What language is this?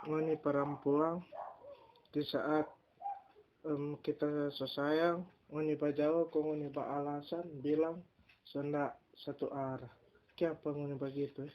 Manado Malay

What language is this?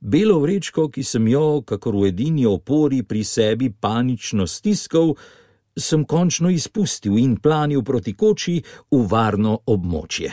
Slovenian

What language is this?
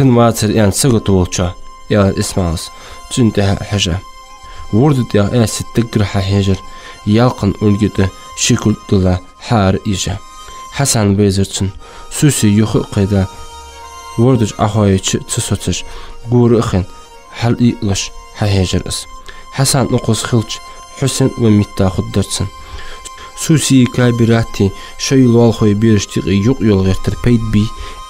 Ingush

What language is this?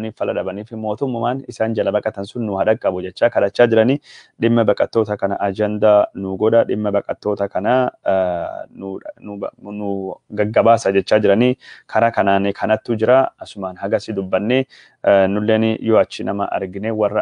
Oromo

